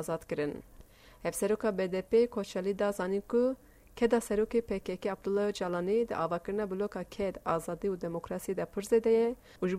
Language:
Kurdish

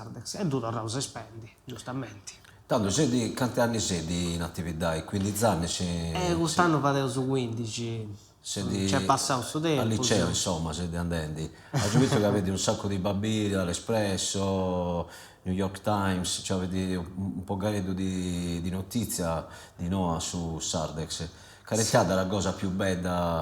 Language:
Sardinian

